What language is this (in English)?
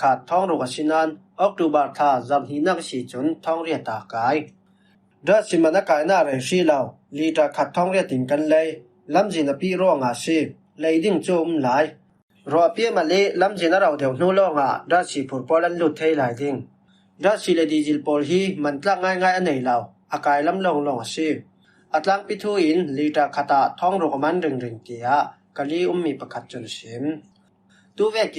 Falam Chin